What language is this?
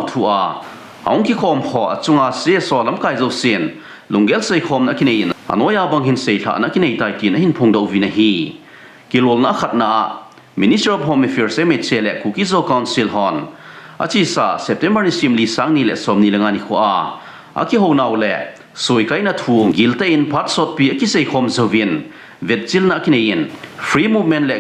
Thado Chin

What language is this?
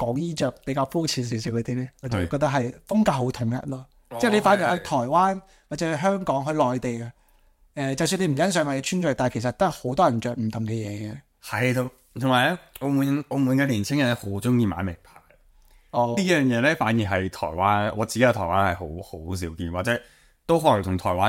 Cantonese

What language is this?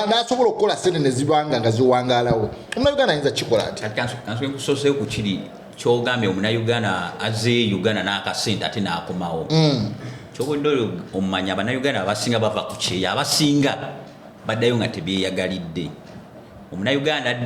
Ganda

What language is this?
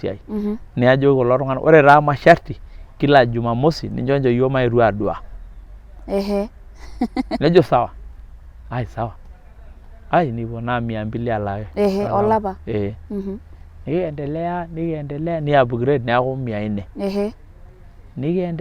Masai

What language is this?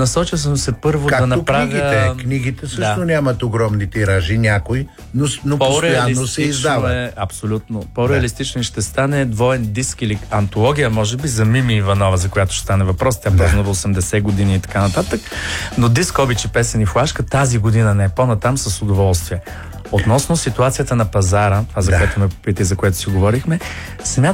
Bulgarian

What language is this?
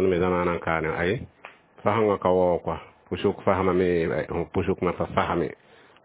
Mossi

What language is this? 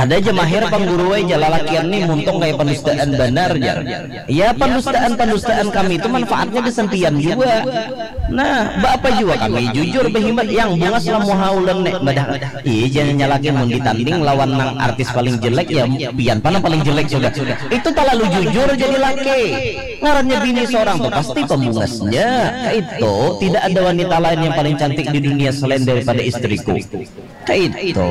Banjar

